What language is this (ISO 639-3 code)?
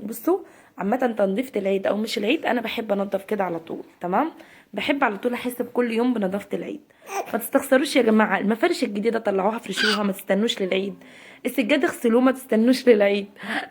arz